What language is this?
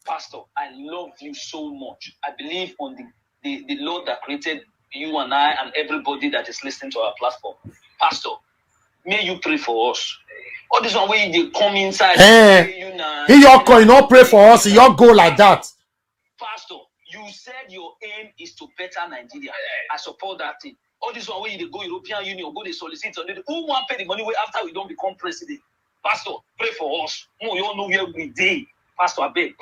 Nigerian Pidgin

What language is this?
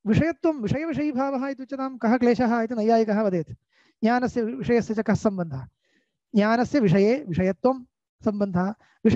Sanskrit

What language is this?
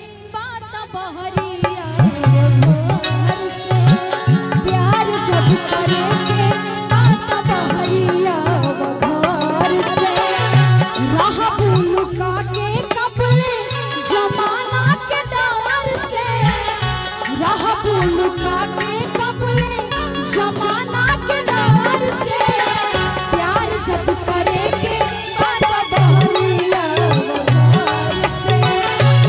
Bhojpuri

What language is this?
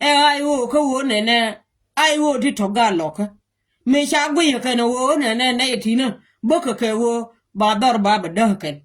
Nuer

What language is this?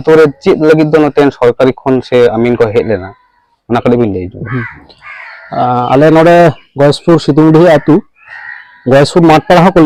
Santali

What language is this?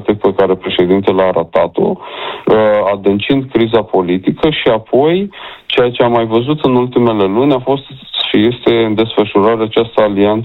Romanian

